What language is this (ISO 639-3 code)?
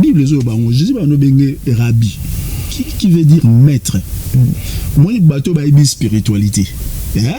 lin